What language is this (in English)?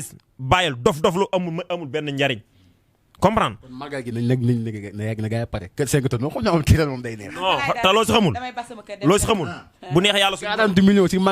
Wolof